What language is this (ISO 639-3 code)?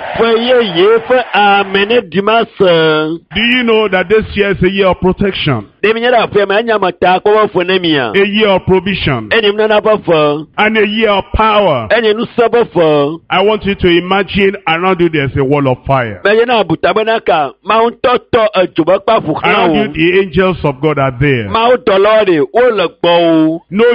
ewe